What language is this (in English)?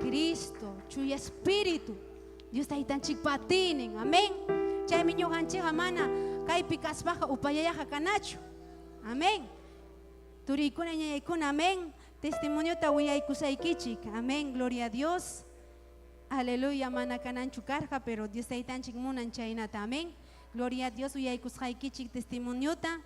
Ayacucho Quechua